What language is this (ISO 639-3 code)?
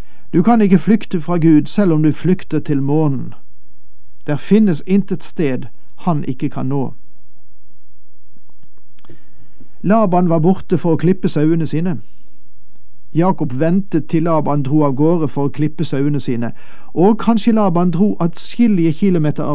nor